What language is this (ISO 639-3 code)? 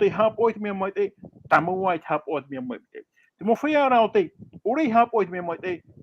tah